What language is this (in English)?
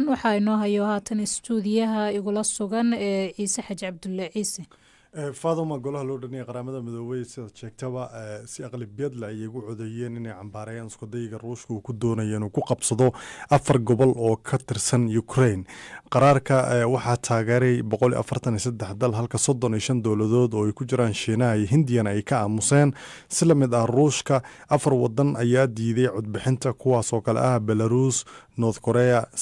Somali